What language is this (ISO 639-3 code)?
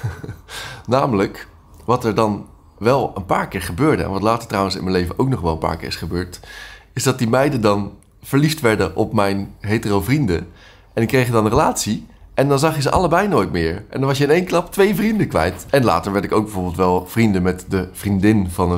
nld